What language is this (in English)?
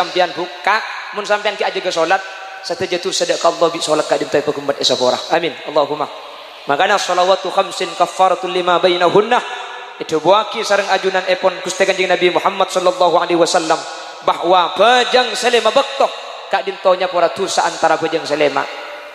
Madurese